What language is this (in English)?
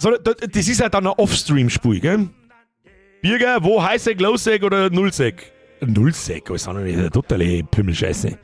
Bavarian